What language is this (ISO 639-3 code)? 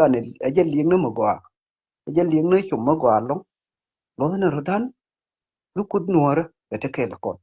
nus